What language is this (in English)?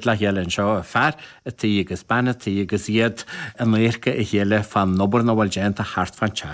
Irish